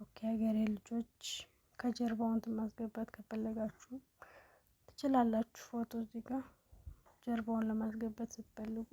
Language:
Amharic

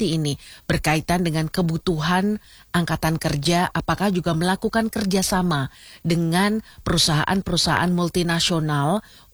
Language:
Indonesian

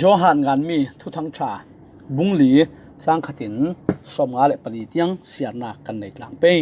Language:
Falam Chin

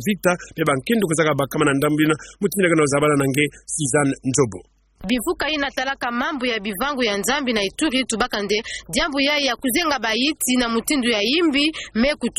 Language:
Kituba (Democratic Republic of Congo)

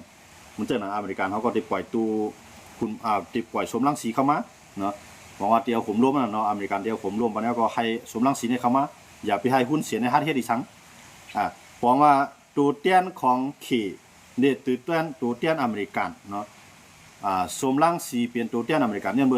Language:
Shan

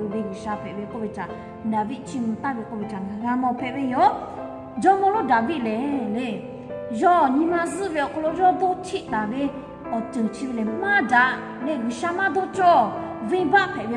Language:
Lahu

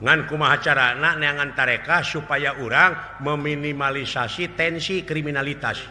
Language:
Sundanese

